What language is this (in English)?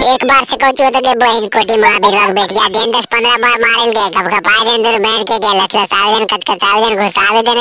Magahi